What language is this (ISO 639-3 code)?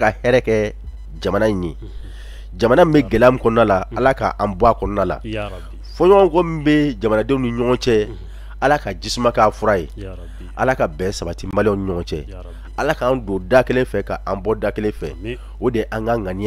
bam